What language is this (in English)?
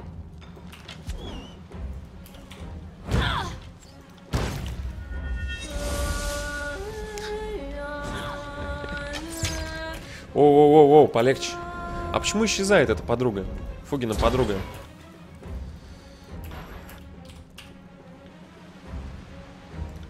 Russian